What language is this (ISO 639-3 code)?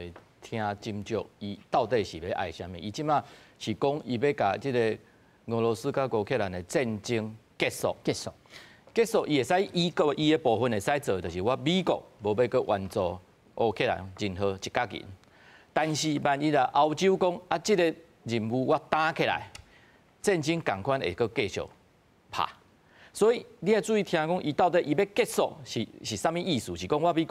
nan